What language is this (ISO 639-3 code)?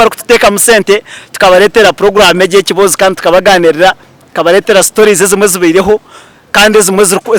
nyn